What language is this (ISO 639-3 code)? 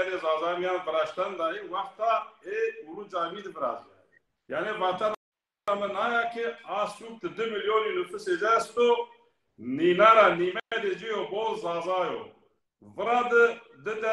zza